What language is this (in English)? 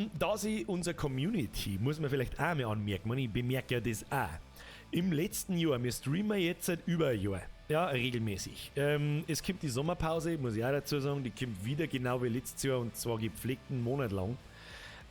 Bavarian